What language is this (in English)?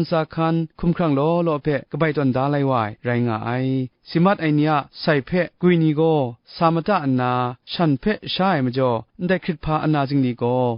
Kachin